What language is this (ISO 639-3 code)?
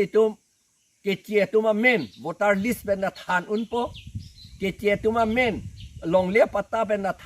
mjw